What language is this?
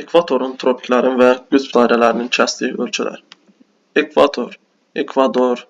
Azerbaijani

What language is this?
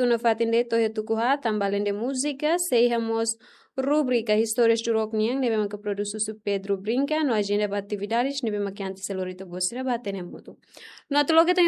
Tetum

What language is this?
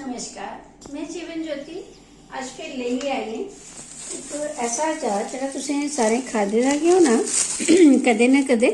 Dogri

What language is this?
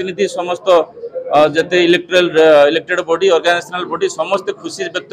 Odia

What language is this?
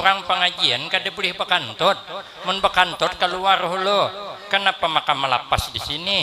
Banjar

